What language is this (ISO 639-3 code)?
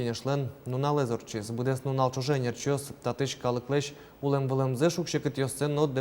udm